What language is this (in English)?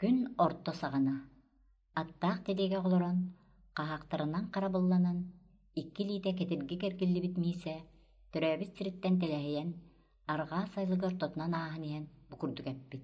Yakut